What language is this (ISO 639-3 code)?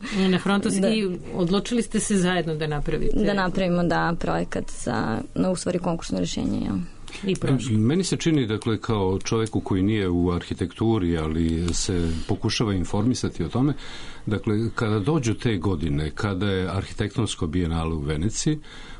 srp